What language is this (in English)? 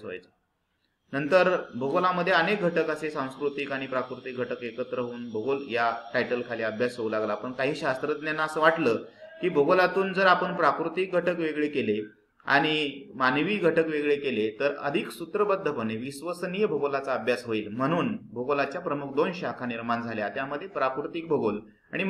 Marathi